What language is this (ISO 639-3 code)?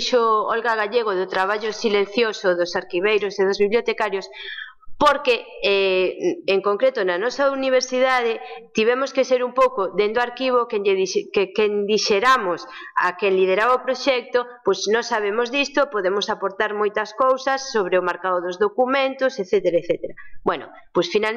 glg